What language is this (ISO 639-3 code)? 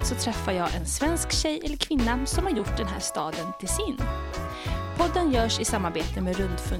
swe